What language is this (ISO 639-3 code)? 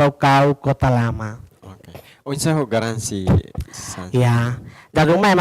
tet